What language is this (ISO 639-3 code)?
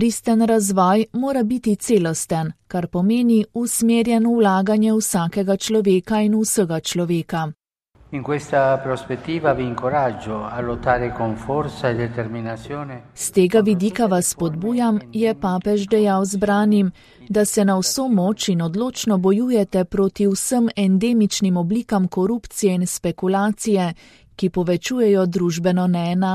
slv